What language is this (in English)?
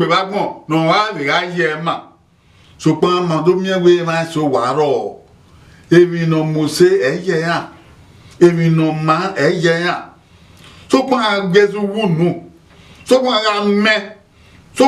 Bini